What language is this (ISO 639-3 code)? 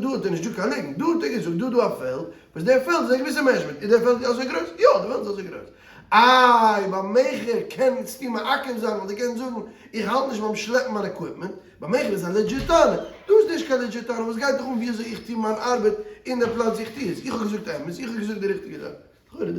yid